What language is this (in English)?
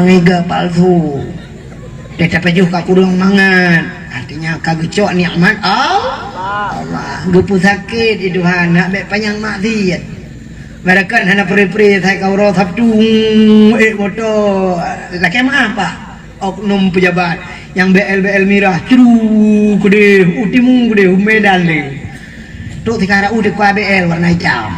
Achinese